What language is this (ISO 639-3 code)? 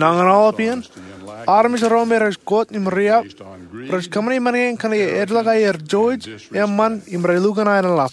mah